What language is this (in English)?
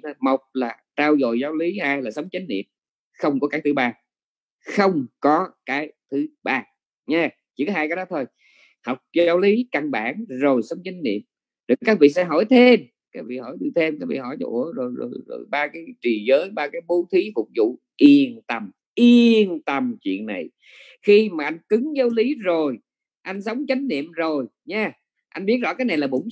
Vietnamese